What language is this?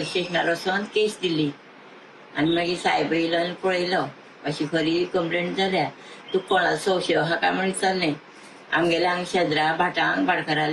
Konkani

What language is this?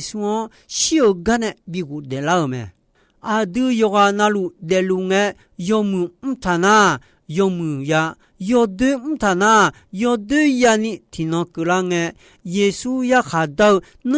Akha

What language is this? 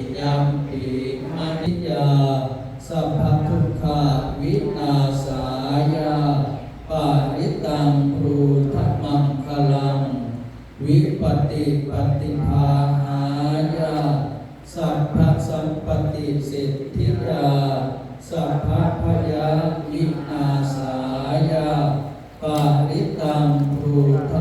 Pali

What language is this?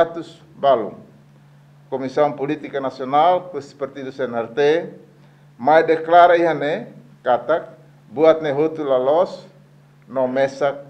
Tetum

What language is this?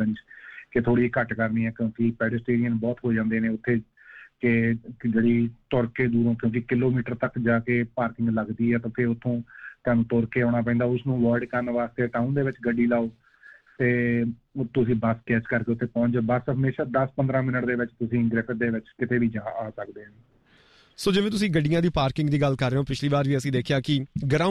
Punjabi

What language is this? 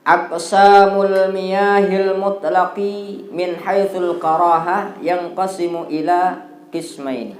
Sasak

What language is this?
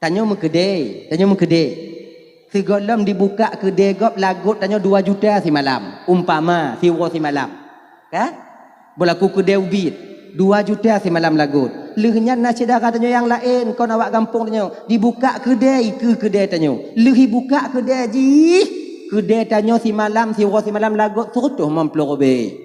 Achinese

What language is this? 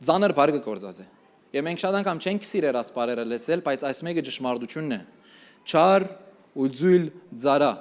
Western Armenian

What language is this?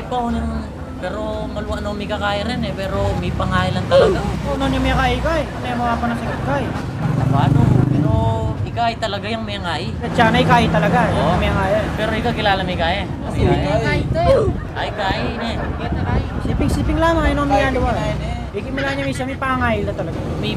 Pampanga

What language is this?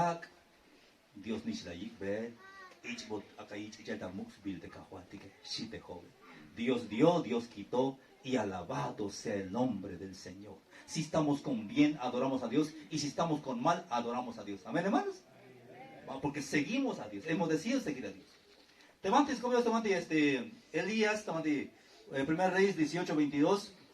Tzeltal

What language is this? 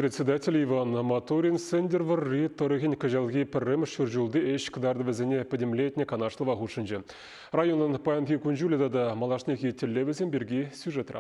Chuvash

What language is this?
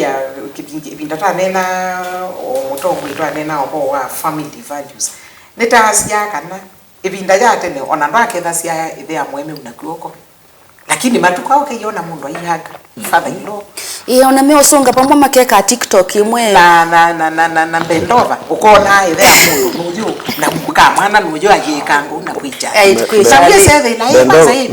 Kamba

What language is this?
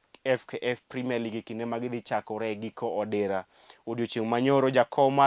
Luo (Kenya and Tanzania)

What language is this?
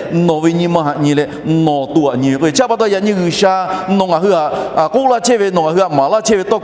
Lahu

